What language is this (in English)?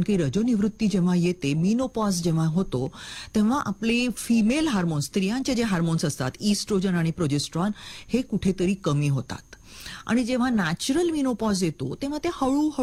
Marathi